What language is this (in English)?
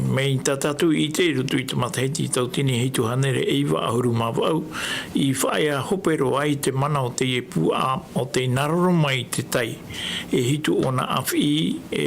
Tahitian